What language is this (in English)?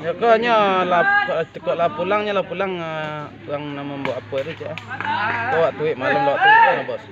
Minangkabau